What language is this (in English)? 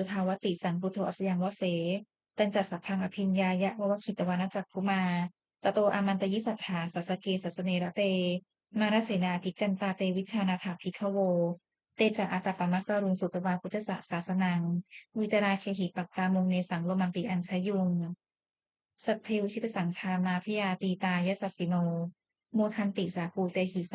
Pali